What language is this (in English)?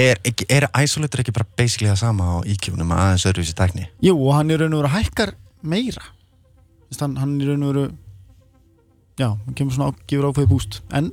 Icelandic